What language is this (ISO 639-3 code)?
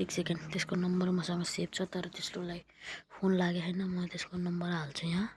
nep